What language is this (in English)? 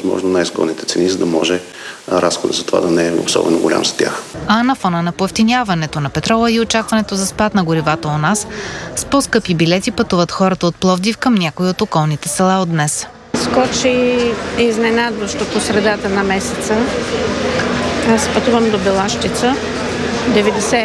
Bulgarian